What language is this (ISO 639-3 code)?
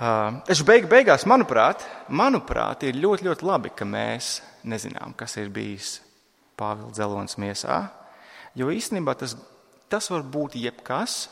lav